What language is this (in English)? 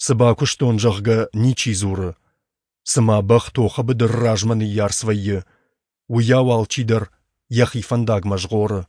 Ossetic